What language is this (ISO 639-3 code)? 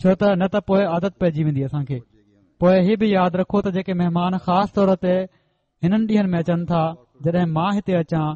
snd